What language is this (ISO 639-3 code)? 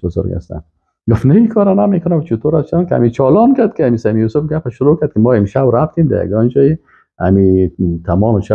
fas